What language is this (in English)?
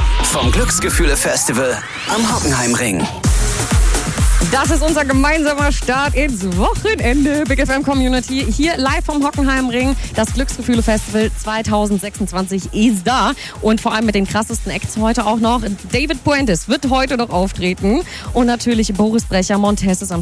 German